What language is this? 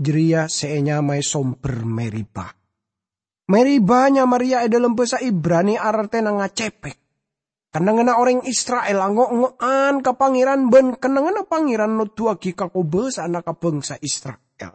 Madurese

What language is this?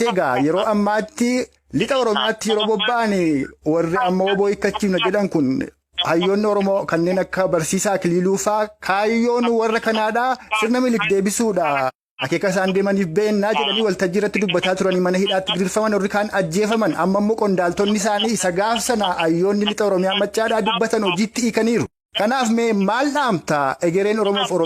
Oromo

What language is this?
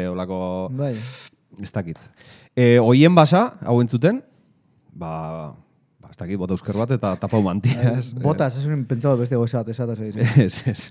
Basque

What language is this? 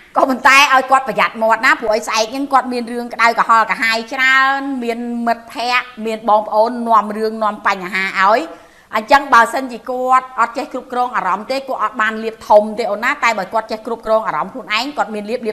Khmer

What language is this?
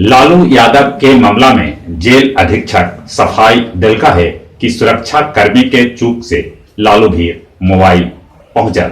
Magahi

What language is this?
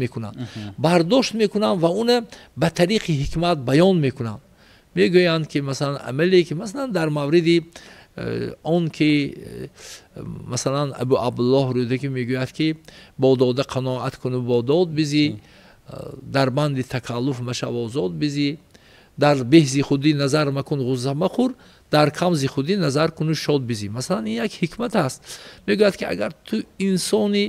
Tajik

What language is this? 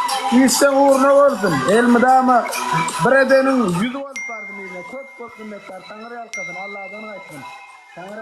Turkmen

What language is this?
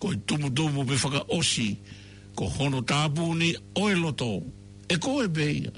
Tongan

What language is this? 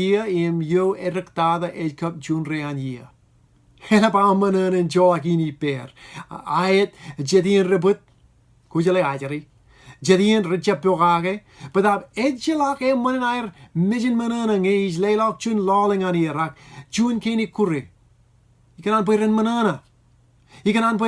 Marshallese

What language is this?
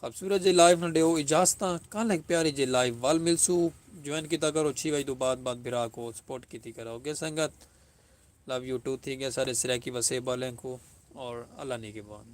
Saraiki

